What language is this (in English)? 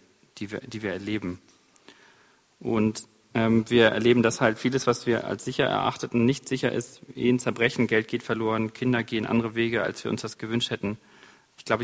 German